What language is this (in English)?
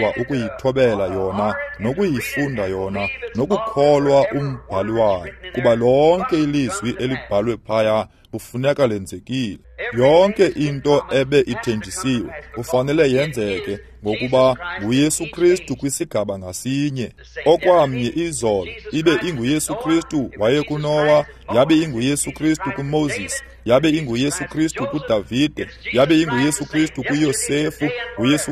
Xhosa